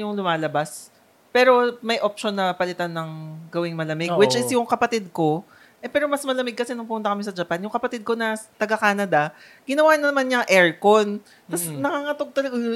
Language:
Filipino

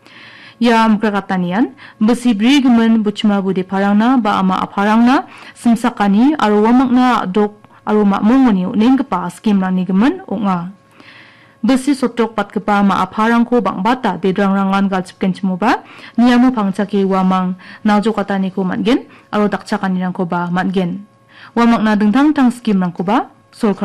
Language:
Garo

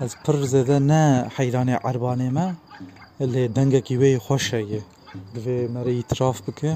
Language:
Kurdish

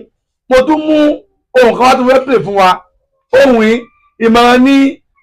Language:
Yoruba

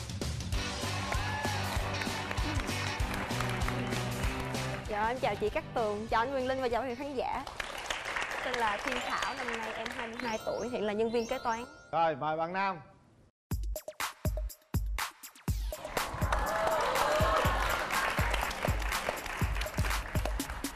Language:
Vietnamese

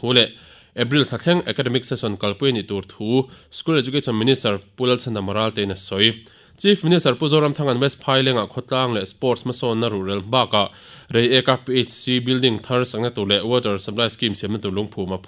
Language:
Mizo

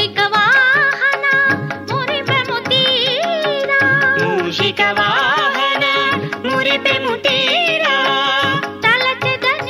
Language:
Telugu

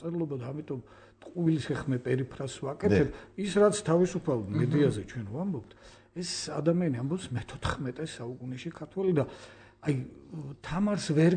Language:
Georgian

